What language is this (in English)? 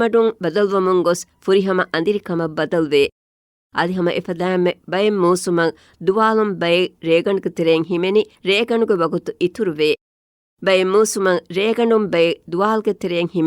Divehi